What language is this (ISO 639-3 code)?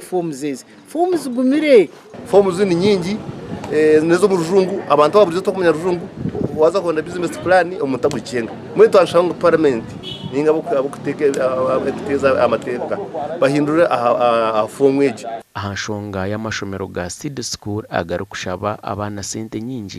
nyn